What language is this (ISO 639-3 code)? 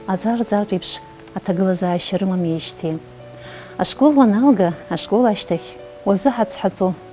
abk